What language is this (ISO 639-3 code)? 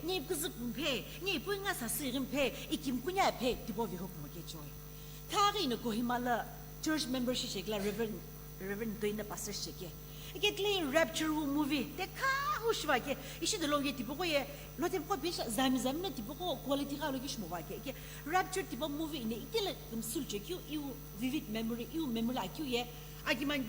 nsm